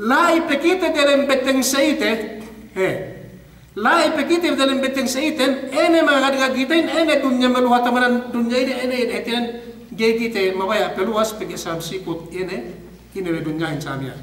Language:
Yakan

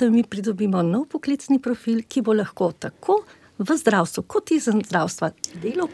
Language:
Slovenian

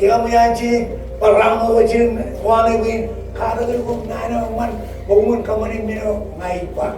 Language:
Marshallese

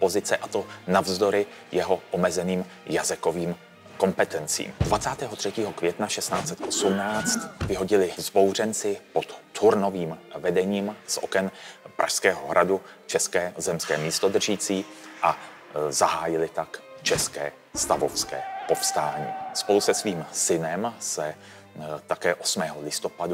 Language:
Czech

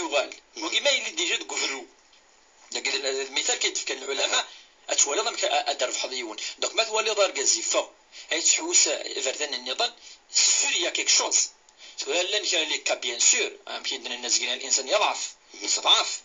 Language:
Kabyle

